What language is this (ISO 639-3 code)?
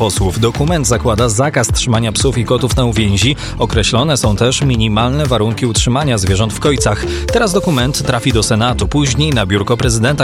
pol